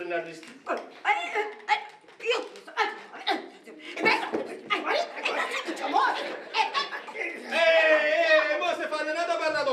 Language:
Italian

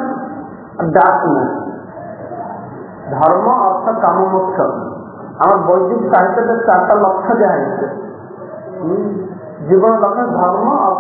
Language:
Odia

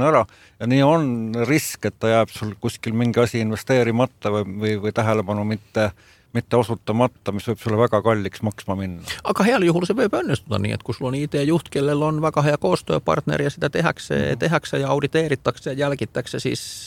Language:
Estonian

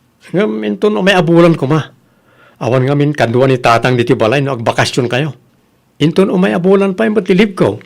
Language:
Iloko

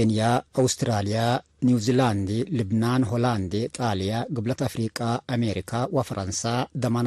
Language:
Tigre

